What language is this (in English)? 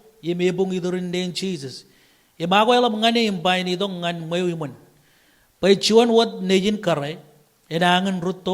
Marshallese